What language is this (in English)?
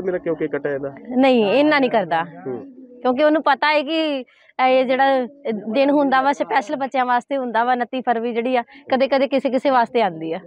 Punjabi